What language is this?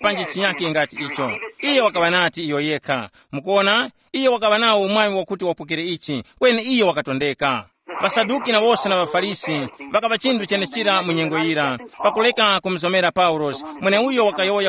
Tumbuka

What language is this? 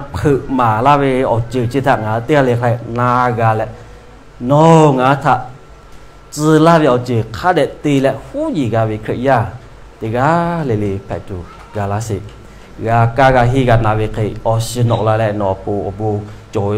Lahu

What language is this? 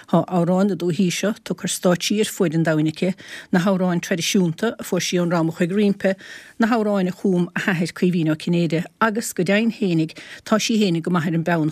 Irish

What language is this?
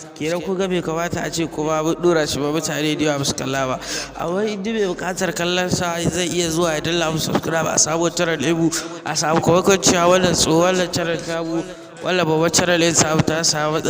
Hausa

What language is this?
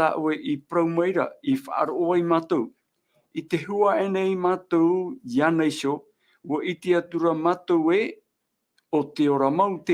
Tahitian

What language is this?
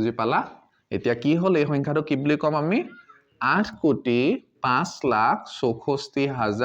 Assamese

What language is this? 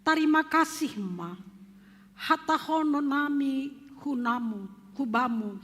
Batak Simalungun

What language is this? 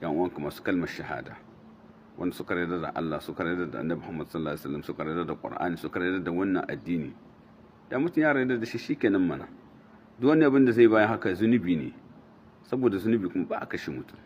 Hausa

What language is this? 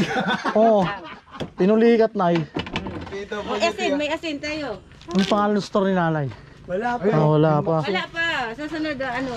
Filipino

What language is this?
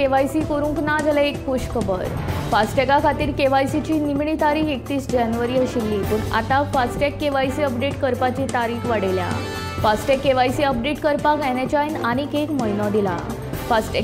Konkani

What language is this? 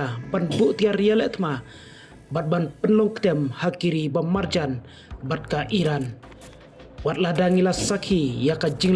Khasi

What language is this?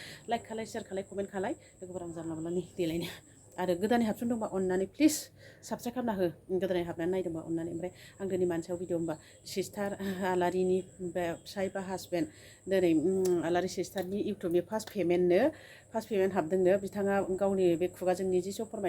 Bodo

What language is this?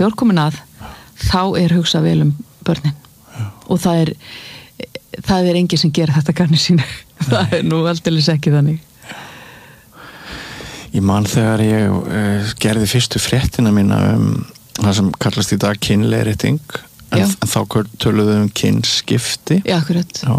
Icelandic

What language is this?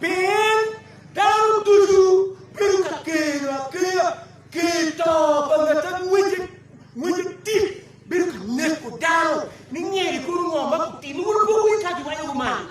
Acoli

